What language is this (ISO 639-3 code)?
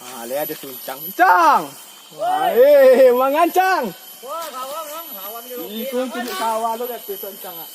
min